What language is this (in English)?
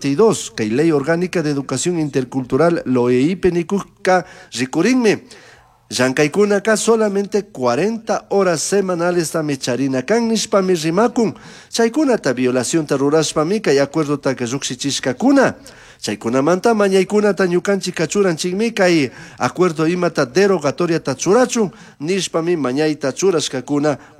Chimborazo Highland Quichua